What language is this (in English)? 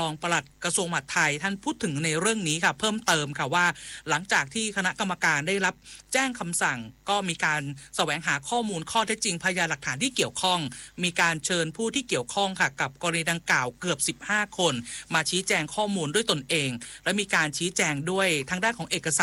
Thai